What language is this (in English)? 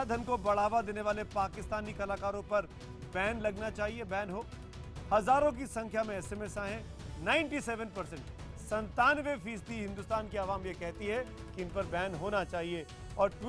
Hindi